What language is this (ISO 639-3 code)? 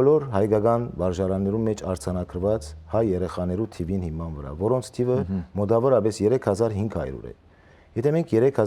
hyw